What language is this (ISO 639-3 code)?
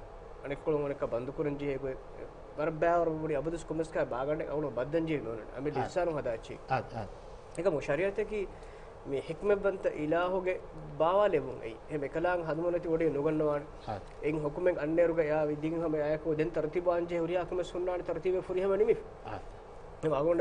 div